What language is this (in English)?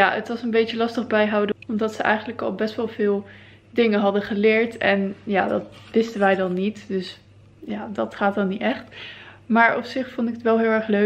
Dutch